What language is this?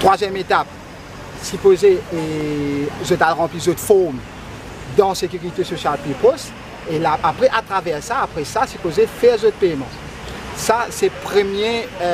Morisyen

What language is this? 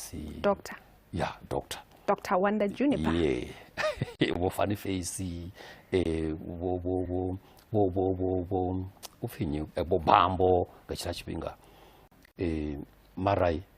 Venda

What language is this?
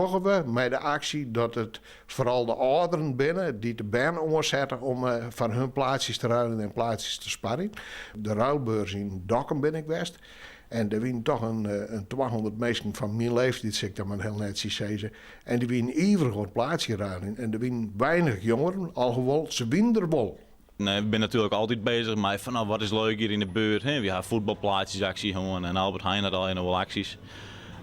Western Frisian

